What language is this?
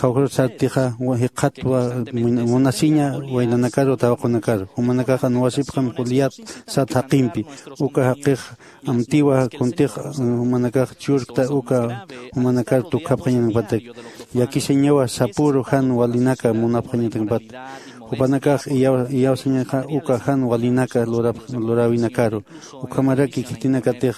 Aymara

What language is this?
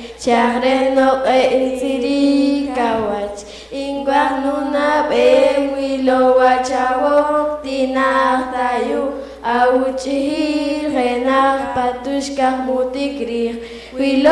Poqomchi'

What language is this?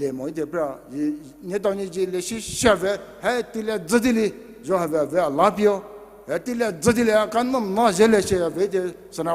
Poumei Naga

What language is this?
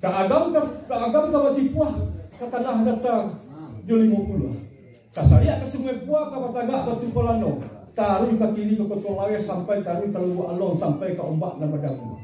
Minangkabau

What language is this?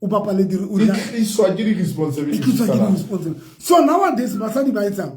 Southern Sotho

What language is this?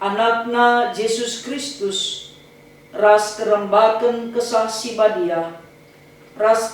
Batak Karo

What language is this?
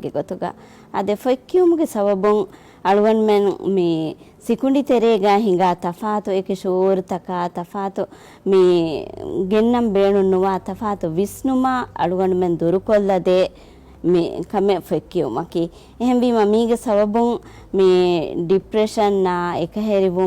Divehi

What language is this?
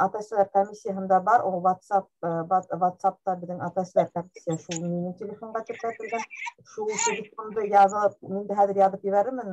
Bashkir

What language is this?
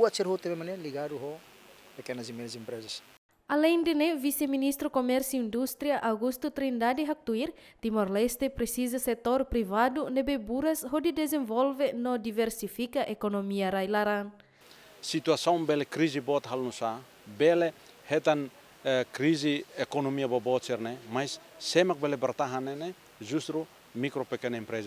Tetum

